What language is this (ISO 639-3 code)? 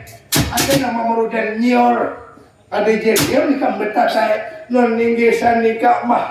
bjn